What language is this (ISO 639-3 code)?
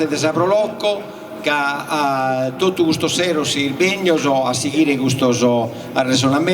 srd